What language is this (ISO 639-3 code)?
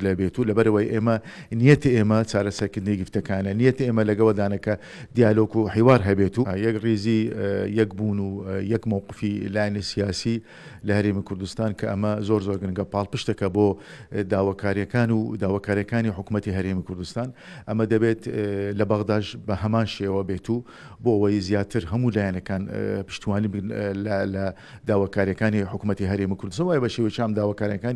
ckb